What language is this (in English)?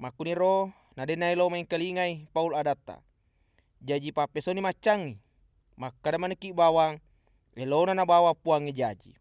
Buginese